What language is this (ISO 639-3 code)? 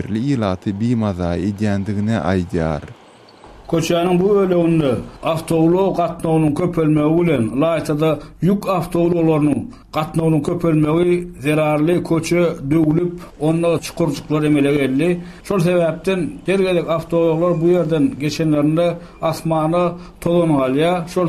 tuk